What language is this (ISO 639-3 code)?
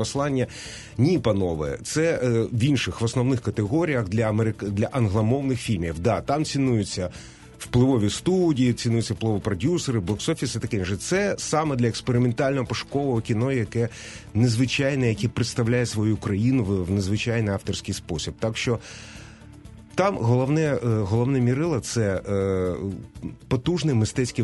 ukr